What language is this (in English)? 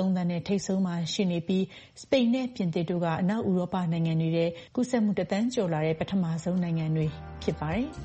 Burmese